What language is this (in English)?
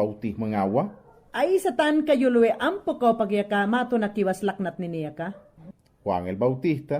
Mayangna